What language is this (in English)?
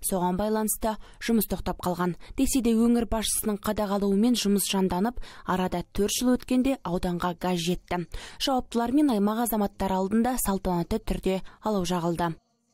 Kazakh